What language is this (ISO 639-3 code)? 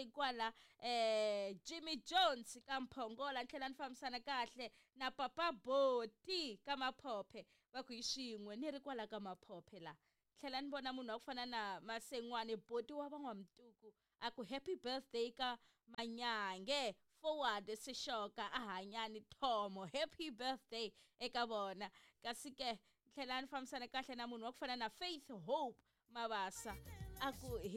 tso